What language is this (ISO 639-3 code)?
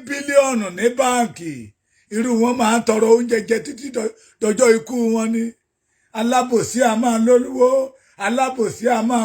yor